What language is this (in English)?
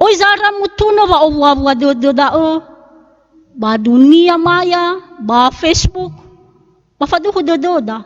Nias